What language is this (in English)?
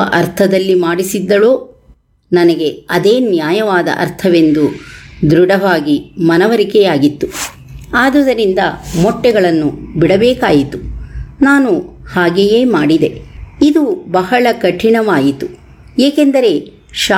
Kannada